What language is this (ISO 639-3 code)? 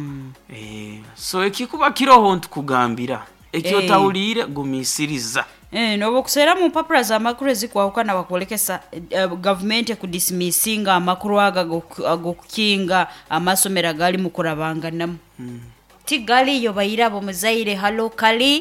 nyo